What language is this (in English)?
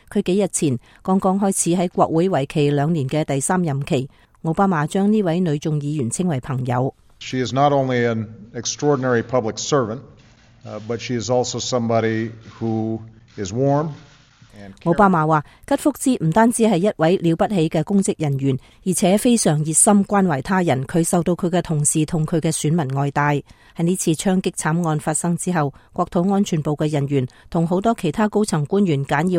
Cantonese